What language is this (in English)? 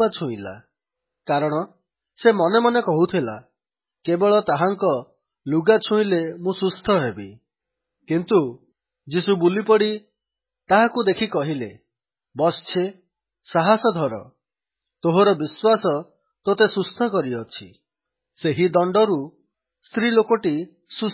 Odia